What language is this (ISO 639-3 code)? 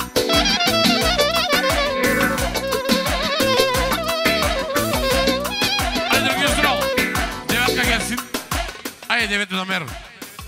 tur